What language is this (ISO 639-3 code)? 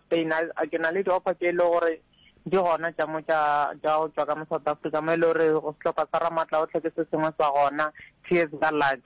nso